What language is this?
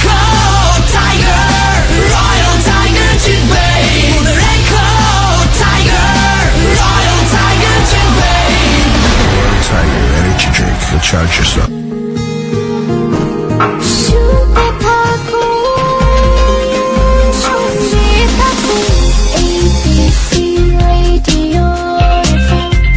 Bangla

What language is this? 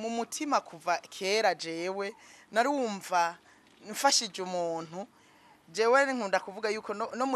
Rundi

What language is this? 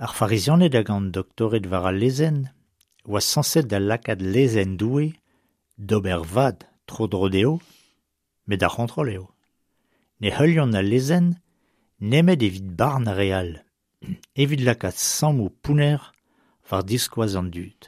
Breton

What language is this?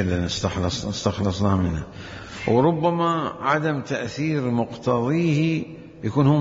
Mesopotamian Arabic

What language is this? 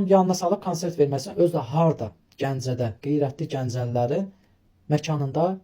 Azerbaijani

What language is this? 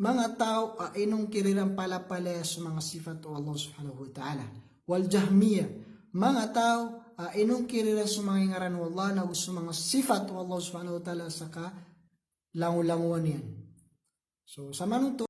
Maranao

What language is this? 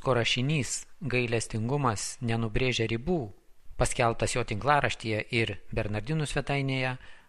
Lithuanian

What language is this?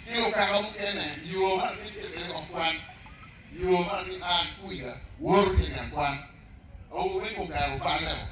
Acoli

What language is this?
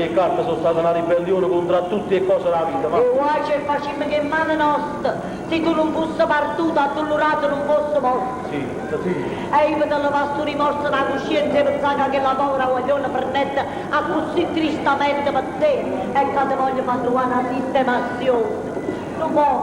Neapolitan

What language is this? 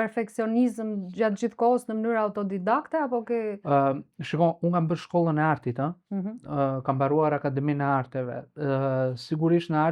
Albanian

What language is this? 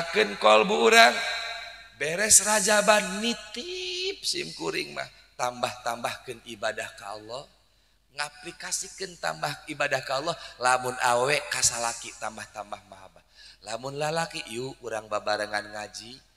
Sundanese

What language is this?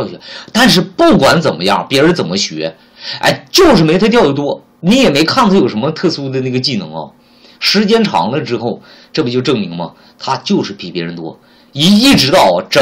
Chinese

